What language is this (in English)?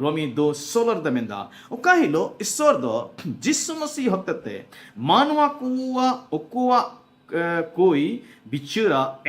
Santali